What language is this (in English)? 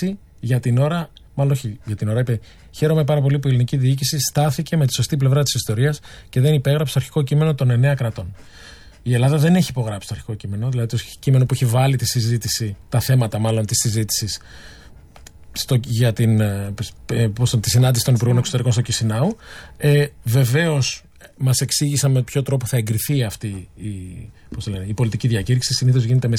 Greek